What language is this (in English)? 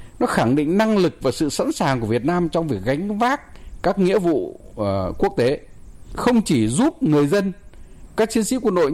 Vietnamese